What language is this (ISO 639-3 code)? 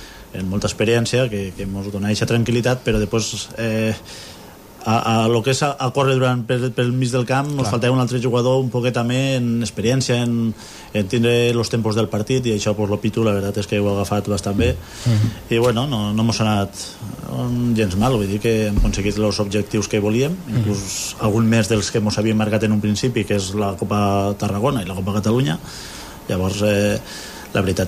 cat